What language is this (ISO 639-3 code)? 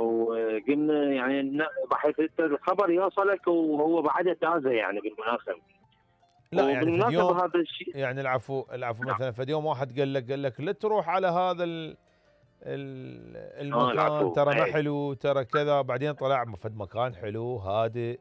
acm